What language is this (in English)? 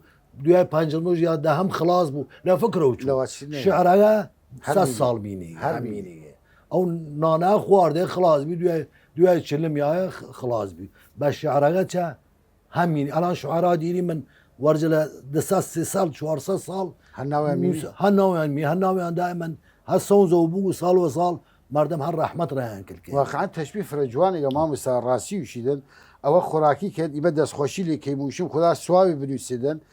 Southern Kurdish